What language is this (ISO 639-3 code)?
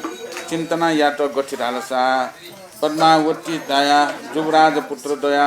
new